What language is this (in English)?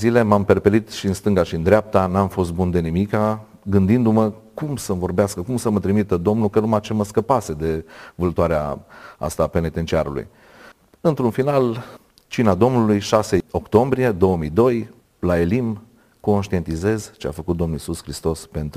Romanian